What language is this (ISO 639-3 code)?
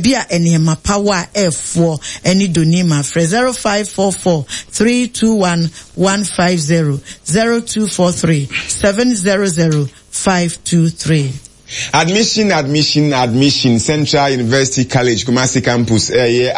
aka